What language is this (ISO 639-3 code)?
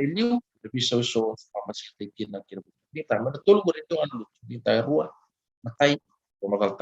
fij